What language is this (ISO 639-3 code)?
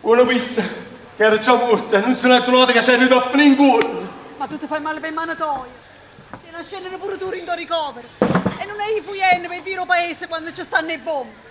nap